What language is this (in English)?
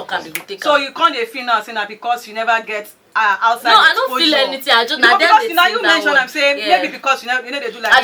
Nigerian Pidgin